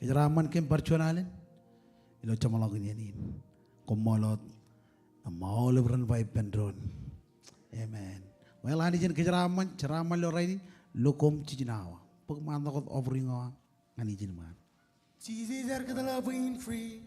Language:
Marshallese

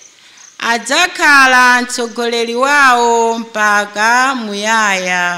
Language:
Nyanja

